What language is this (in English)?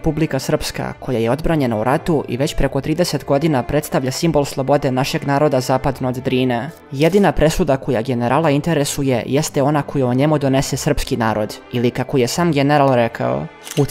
Serbian